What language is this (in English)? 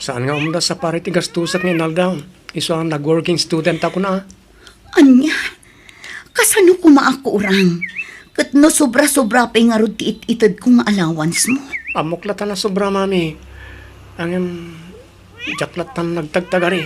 Iloko